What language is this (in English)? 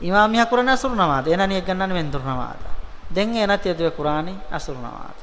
Divehi